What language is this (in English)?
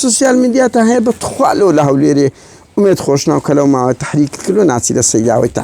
Central Kurdish